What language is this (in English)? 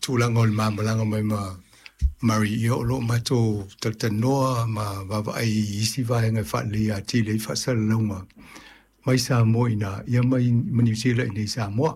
Samoan